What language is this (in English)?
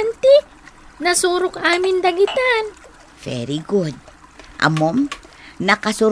Iloko